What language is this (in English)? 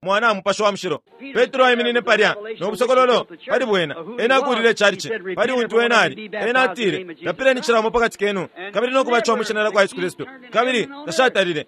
Bemba